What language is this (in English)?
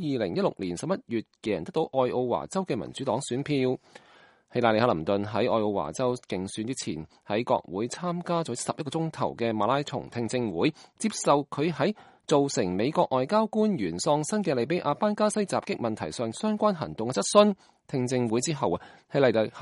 Cantonese